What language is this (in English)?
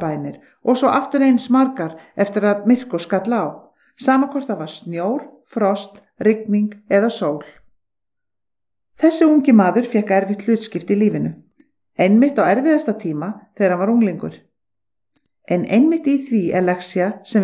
Icelandic